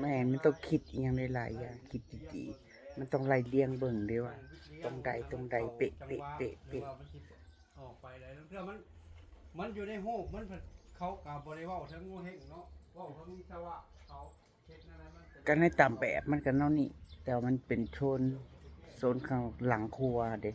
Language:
Northeastern Thai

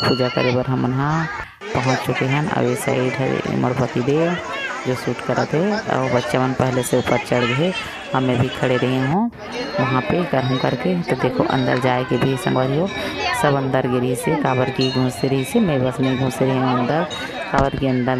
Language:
Chhattisgarhi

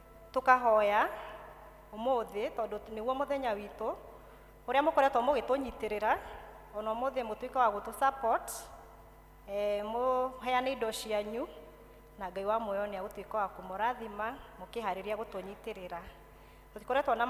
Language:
Kikuyu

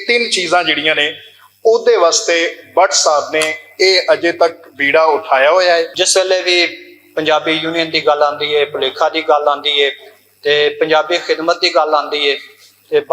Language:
Western Panjabi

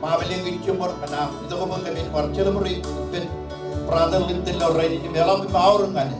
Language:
Marshallese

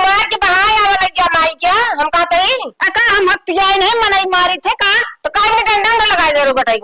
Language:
Awadhi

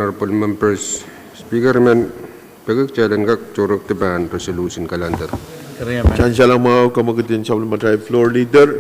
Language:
Pohnpeian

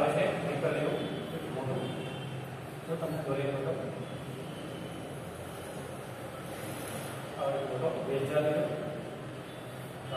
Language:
Gujarati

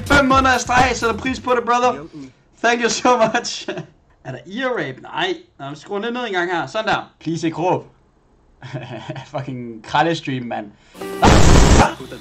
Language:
Danish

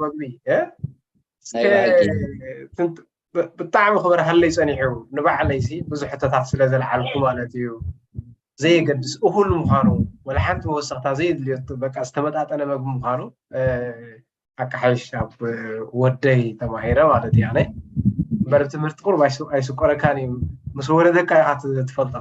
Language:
Tigrinya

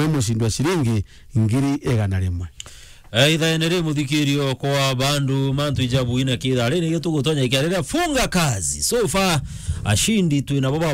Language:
Meru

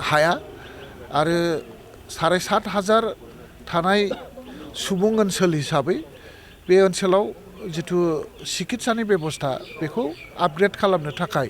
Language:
Bodo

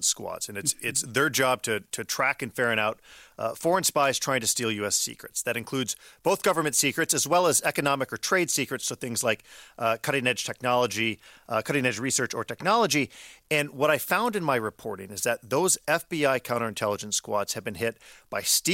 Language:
English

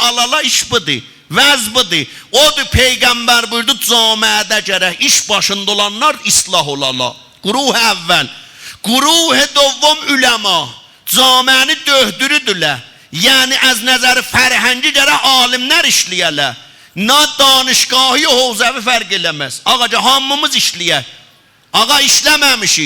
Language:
South Azerbaijani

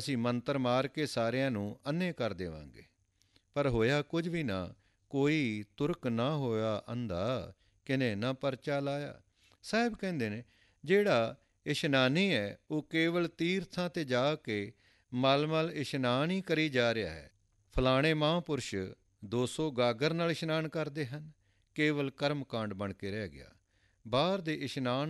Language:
Punjabi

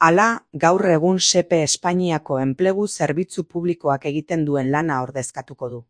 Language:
Basque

